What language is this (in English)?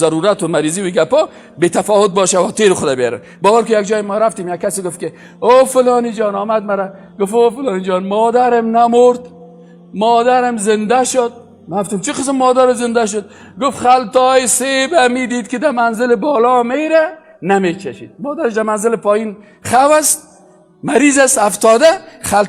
Persian